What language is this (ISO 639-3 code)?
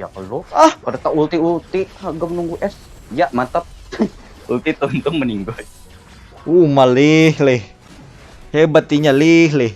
bjn